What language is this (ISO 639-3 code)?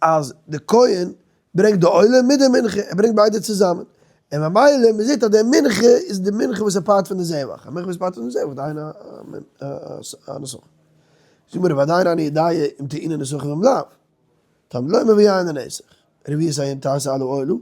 yid